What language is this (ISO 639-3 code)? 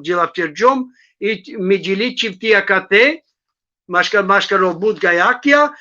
rmn